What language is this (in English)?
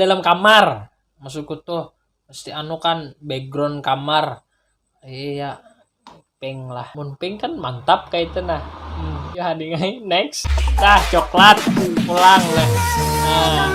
Banjar